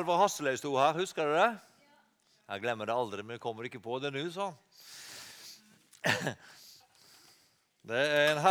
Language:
Norwegian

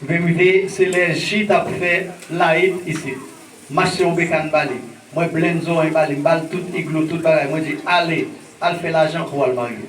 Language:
Haitian Creole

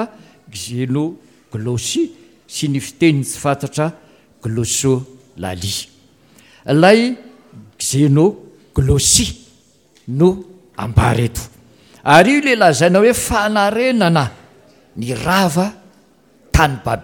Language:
Malagasy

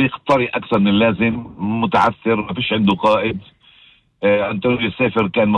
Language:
North Levantine Arabic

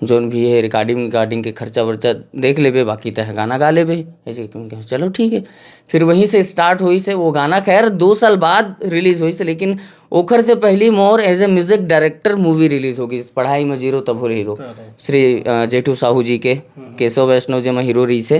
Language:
Chhattisgarhi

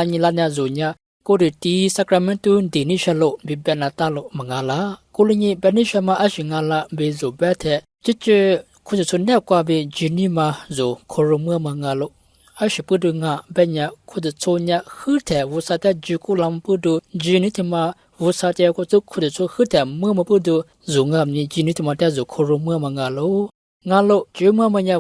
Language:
Lisu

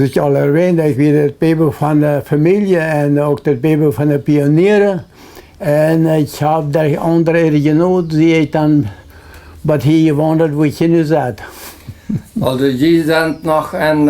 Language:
Plautdietsch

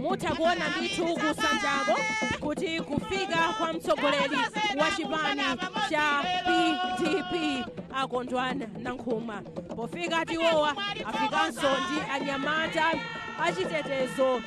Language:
Nyanja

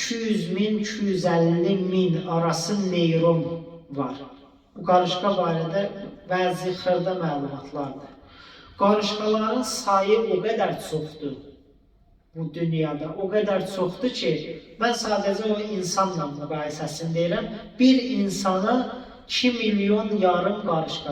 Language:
Azerbaijani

